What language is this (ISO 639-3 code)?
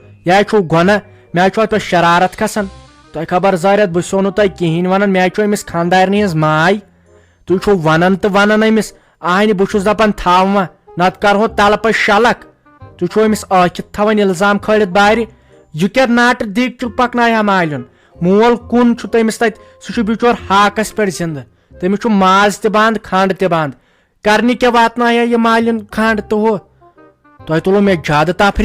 kas